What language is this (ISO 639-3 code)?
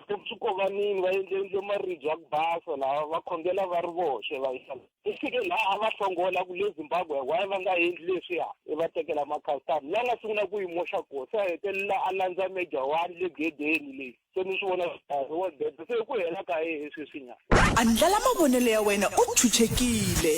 tso